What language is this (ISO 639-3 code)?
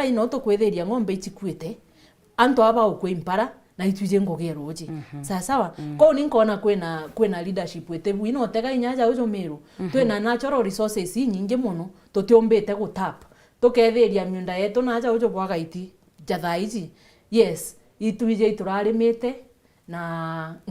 mer